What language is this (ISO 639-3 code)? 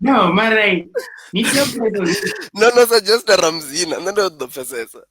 ven